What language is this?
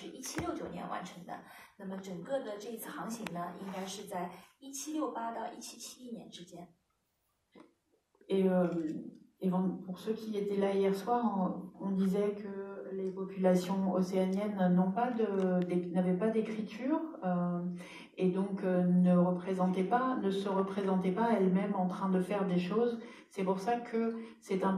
French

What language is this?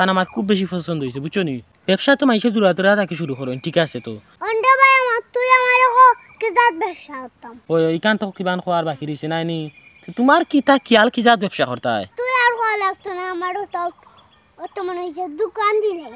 Sylheti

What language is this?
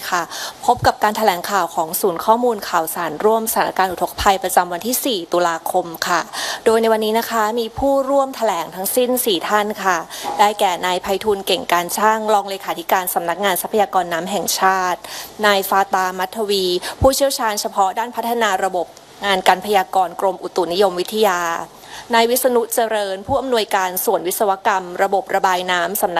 Thai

